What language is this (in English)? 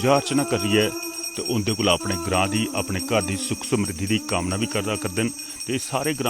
Dogri